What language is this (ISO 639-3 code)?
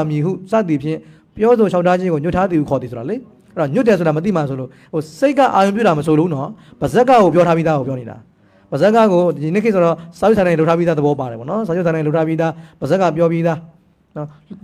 mya